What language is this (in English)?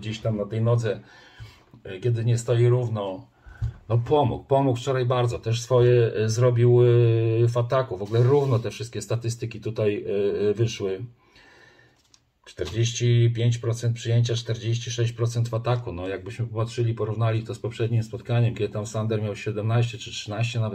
Polish